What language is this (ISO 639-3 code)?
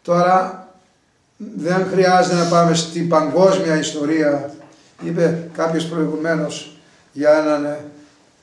ell